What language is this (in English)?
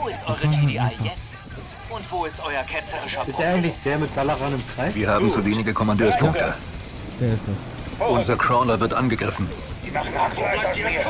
German